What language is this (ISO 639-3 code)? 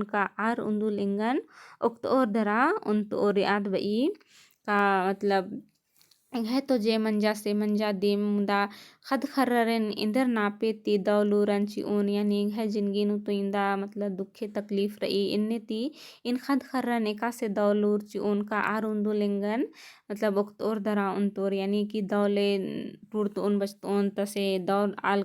kru